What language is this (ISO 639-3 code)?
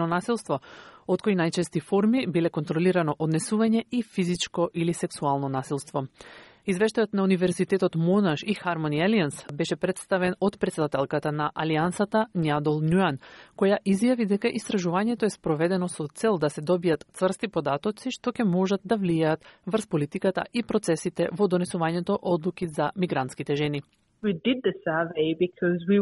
mkd